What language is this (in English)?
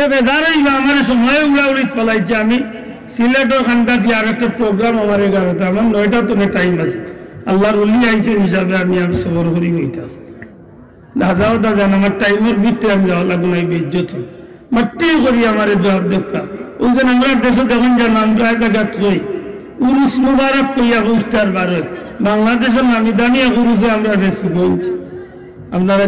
Sylheti